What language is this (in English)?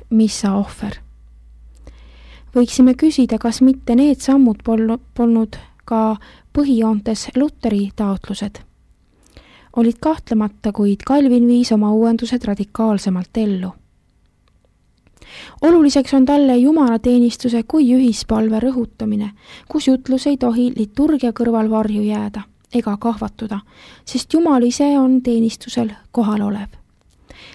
Estonian